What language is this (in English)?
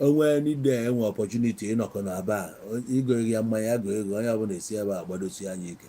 Igbo